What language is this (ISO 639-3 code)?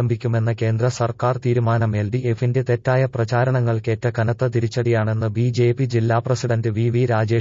mal